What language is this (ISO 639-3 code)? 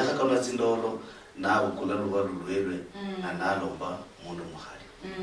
luy